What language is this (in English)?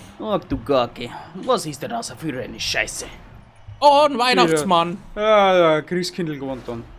Bavarian